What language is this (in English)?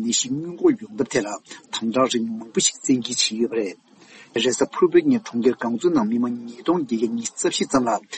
Tibetan